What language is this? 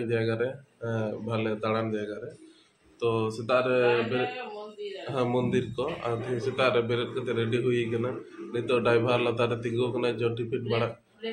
Santali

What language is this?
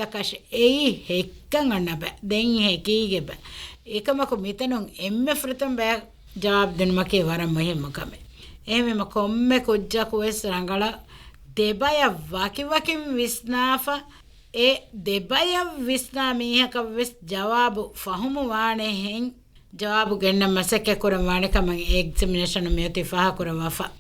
Divehi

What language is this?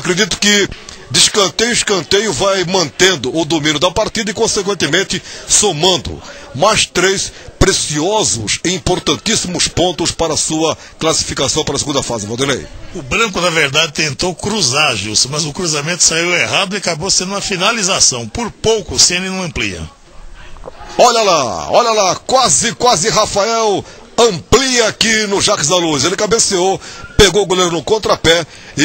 Portuguese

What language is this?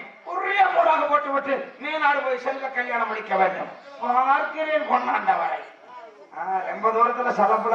Tamil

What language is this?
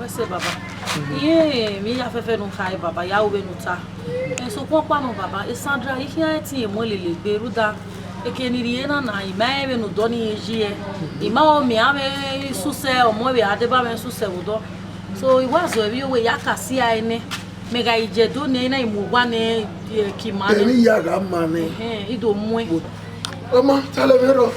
Bini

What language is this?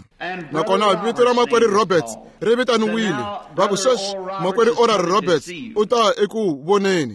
Tsonga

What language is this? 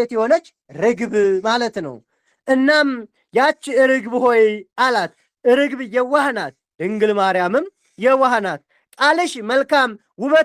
Amharic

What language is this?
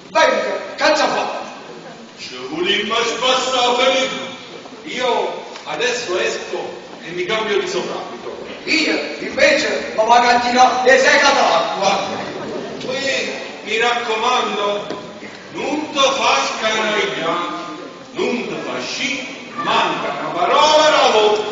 Neapolitan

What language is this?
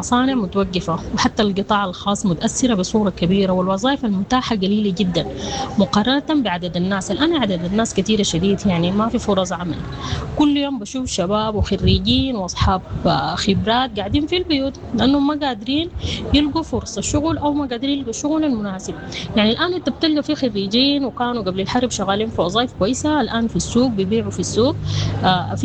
Sudanese Arabic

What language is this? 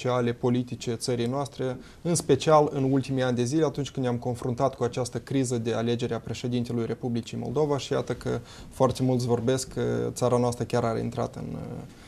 Romanian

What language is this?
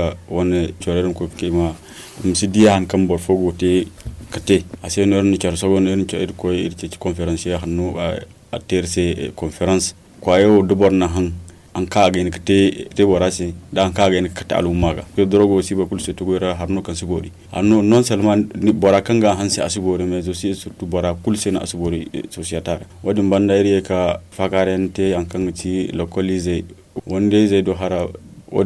Zarma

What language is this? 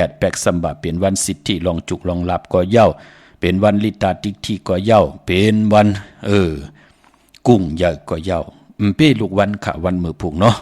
Shan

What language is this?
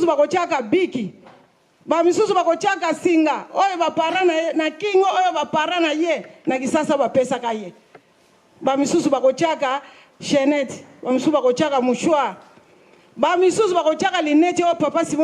Lingala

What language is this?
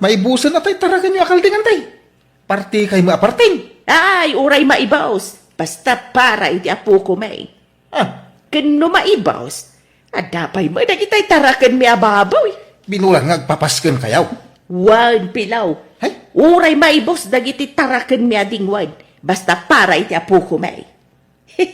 Iloko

